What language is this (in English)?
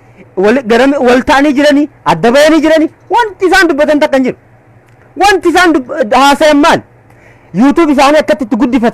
Oromo